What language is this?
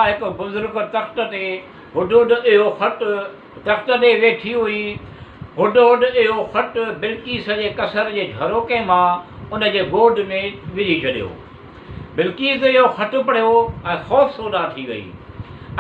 Sindhi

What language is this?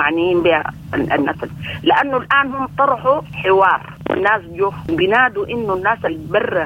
Sudanese Arabic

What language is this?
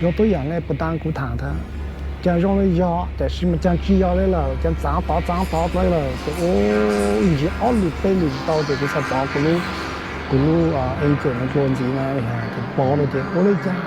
Hmong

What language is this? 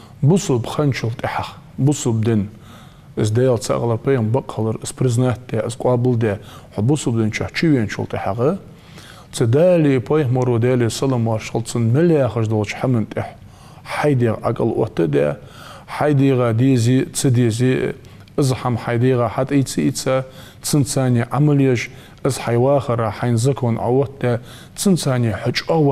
Ingush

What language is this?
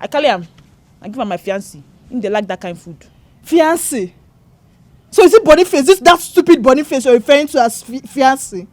Nigerian Pidgin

